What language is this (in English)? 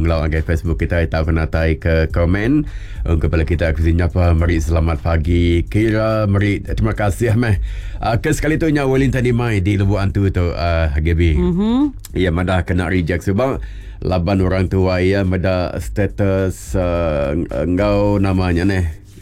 Iban